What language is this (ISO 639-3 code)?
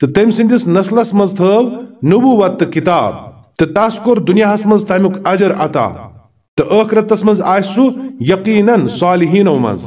kas